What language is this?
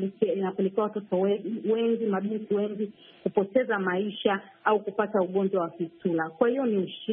Swahili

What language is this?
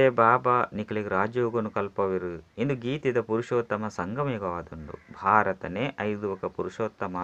Tulu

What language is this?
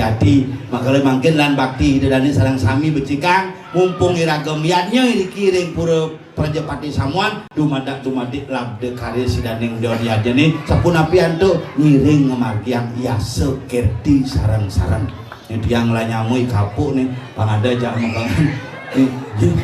Balinese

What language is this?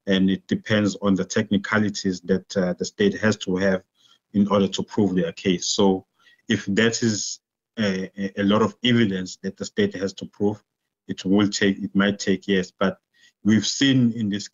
Tsonga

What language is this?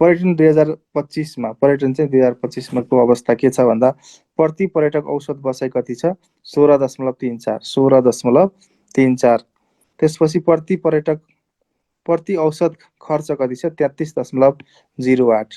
Nepali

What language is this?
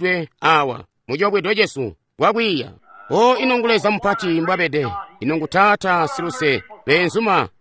Tonga (Zambia)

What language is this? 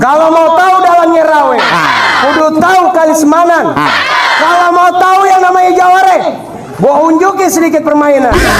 Betawi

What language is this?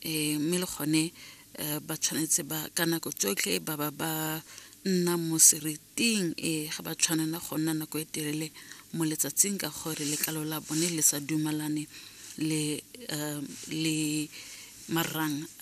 Tswana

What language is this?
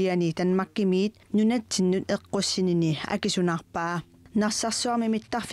Kalaallisut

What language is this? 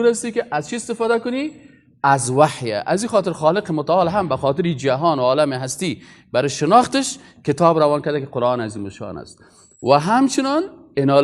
Persian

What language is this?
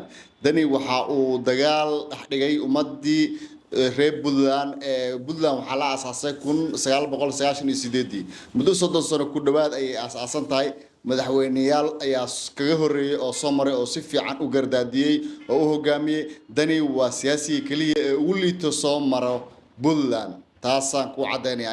Somali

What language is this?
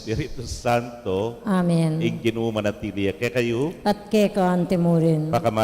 Pampanga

